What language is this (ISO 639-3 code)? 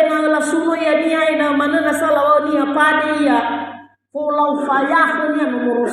nia